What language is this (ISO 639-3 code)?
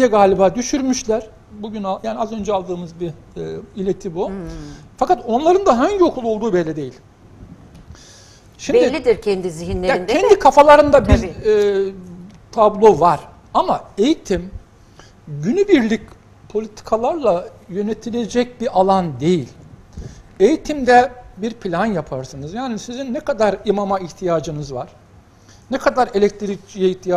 tur